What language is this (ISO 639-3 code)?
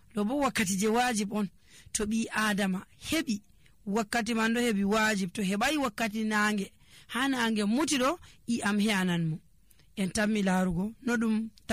fuv